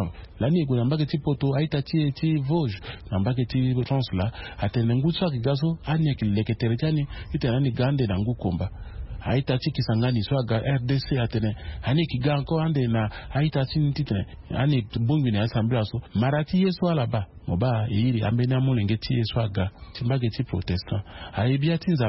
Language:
Sango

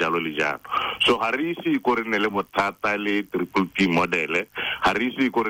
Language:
Tswana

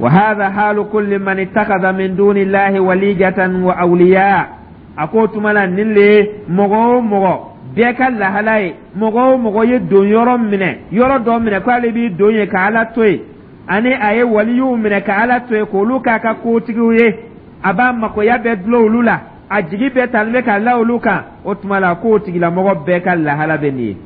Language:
Dyula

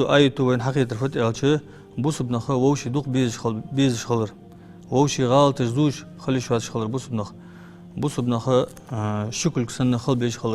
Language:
Ingush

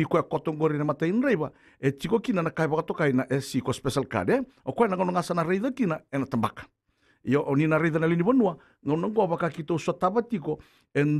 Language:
Fijian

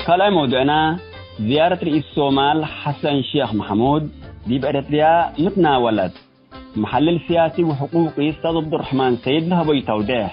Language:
Tigre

